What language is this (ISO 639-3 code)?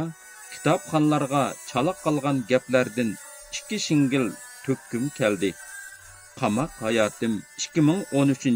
uig